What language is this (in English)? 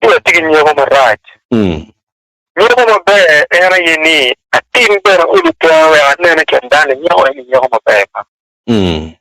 Acoli